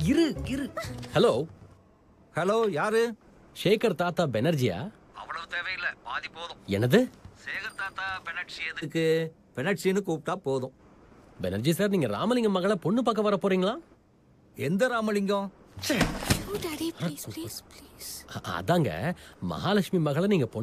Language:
Tamil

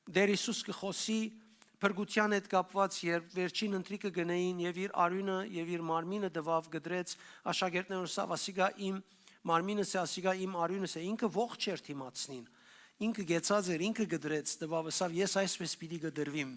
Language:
Western Armenian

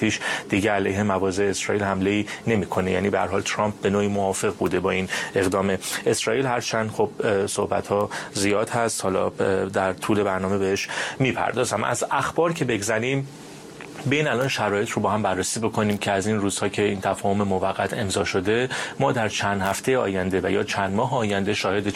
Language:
Persian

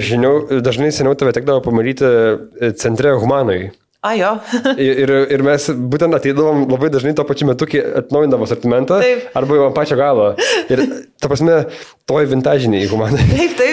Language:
Lithuanian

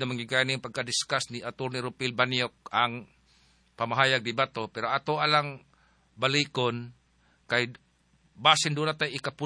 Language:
Cebuano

